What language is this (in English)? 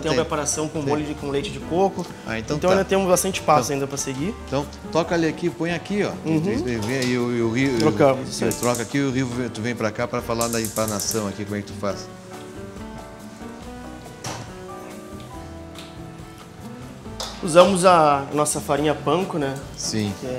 Portuguese